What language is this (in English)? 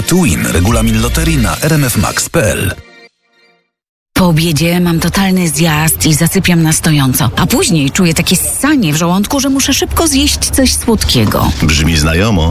Polish